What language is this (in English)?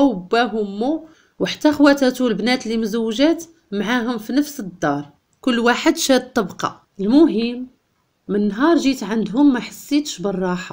Moroccan Arabic